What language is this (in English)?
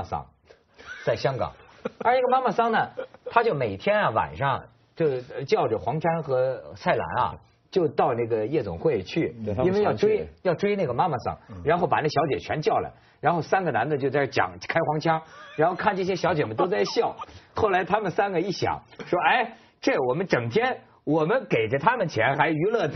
Chinese